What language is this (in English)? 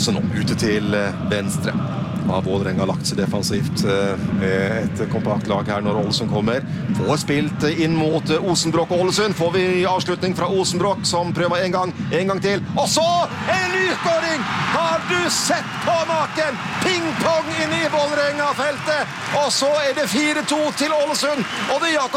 Norwegian